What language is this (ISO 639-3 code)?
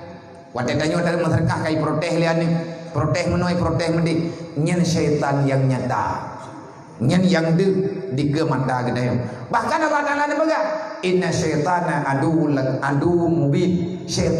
ace